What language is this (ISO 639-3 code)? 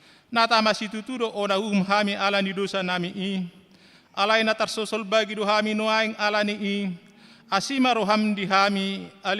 bbc